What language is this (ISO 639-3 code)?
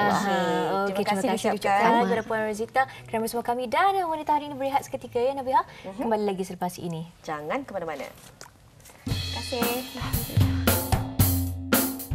msa